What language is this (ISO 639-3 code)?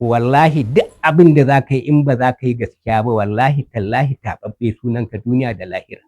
hau